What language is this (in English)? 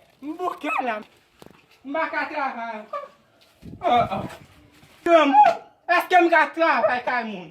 Haitian Creole